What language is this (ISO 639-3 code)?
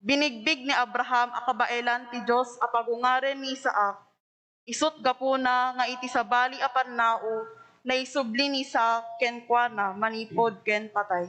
ilo